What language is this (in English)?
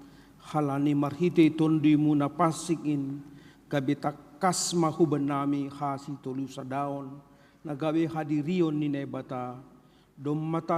Batak Simalungun